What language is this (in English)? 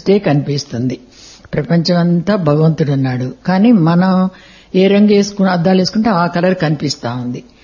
Telugu